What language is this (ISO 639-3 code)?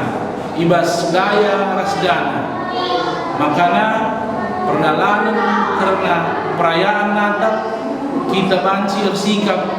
btx